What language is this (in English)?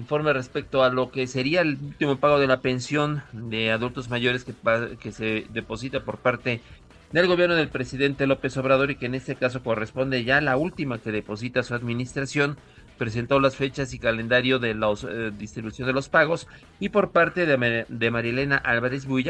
Spanish